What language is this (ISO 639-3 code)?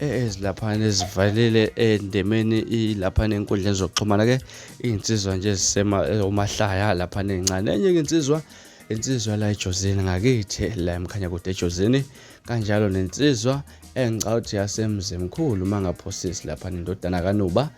zul